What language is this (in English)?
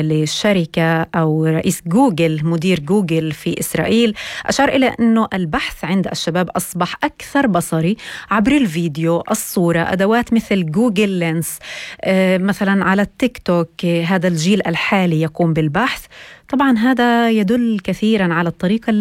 North Levantine Arabic